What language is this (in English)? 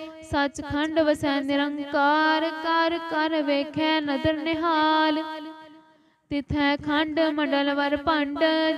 Punjabi